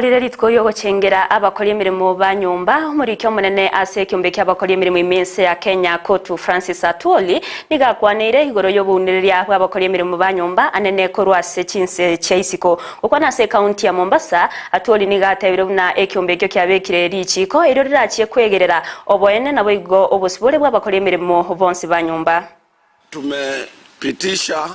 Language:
Gusii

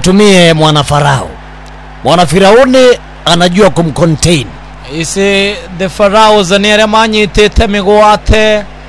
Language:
Swahili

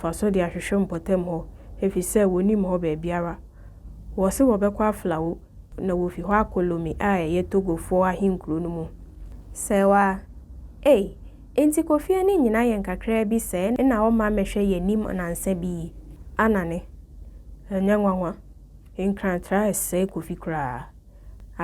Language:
Akan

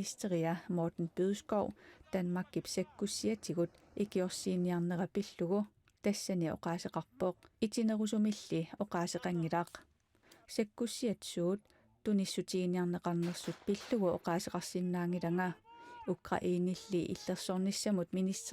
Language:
Kalaallisut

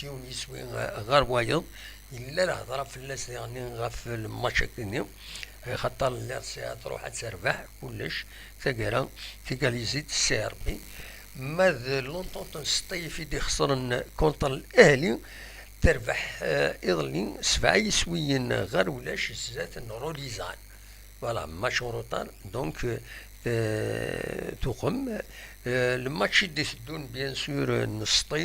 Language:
Kabyle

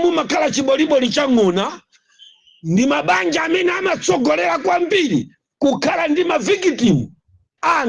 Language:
Nyanja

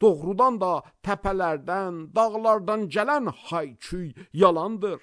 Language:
Azerbaijani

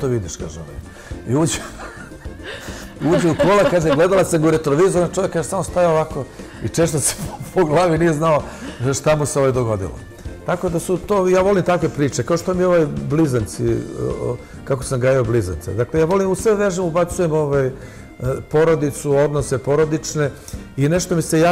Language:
Serbian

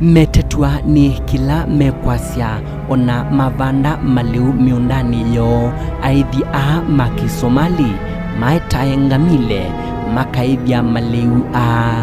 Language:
Kamba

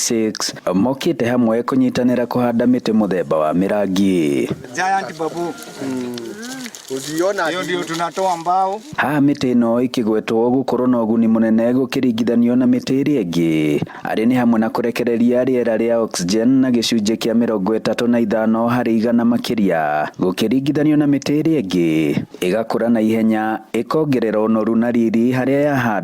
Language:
Kikuyu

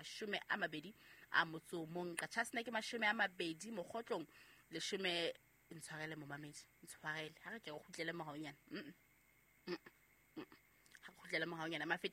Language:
Southern Sotho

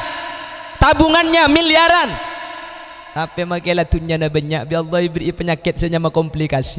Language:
Madurese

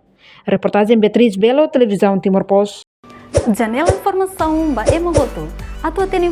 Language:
Tetum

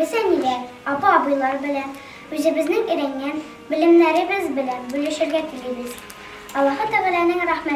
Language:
Tatar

